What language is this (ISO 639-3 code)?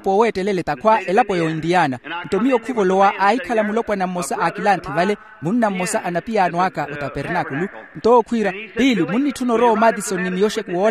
vmw